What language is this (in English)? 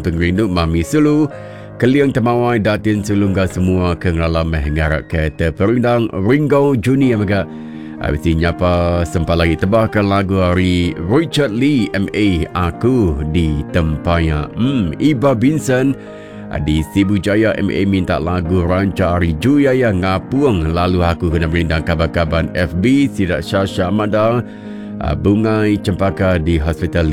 Iban